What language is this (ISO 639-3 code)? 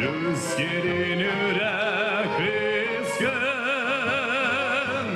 gag